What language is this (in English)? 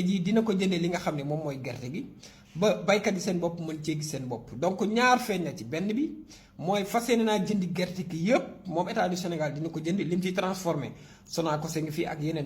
Wolof